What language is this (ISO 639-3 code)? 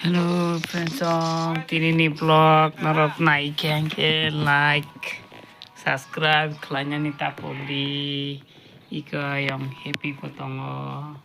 trp